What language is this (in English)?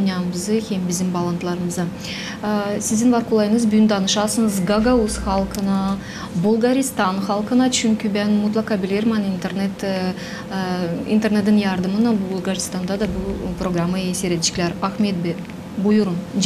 Gagauz